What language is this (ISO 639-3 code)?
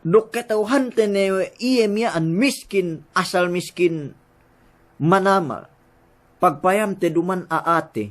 yka